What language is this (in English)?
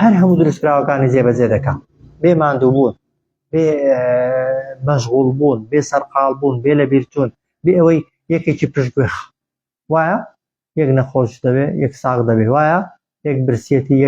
Central Kurdish